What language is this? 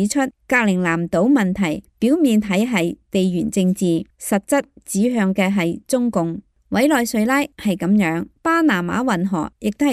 Cantonese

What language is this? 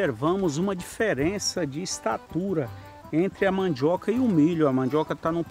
Portuguese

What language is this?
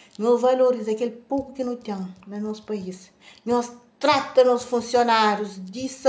Kabuverdianu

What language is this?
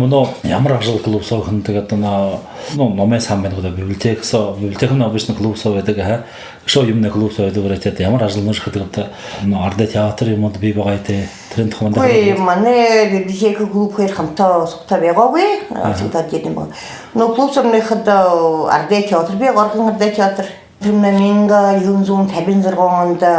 Buriat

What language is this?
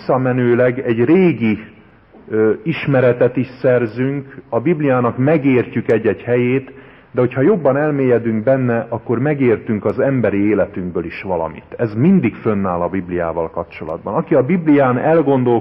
Hungarian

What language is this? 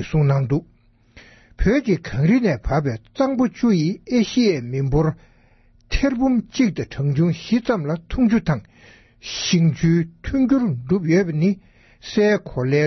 Tibetan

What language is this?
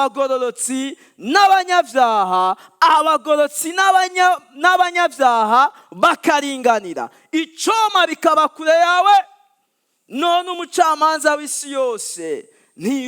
Rundi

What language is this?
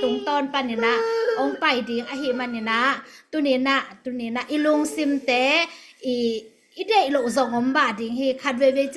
Tedim Chin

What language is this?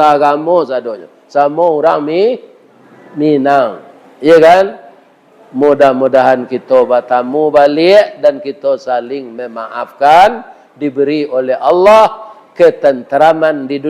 Minangkabau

